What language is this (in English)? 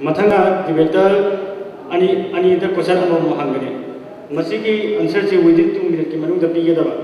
Manipuri